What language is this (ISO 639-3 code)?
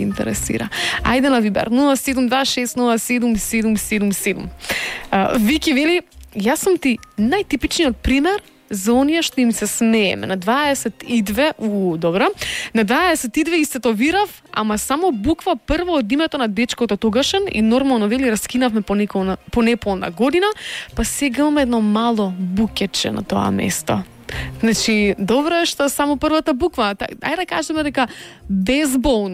mkd